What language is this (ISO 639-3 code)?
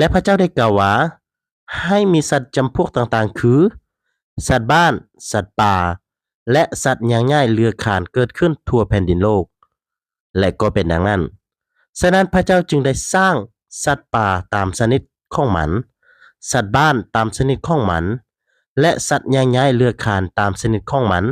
lao